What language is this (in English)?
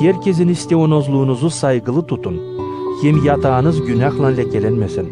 Gagauz